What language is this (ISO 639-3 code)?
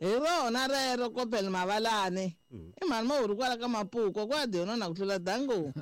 tso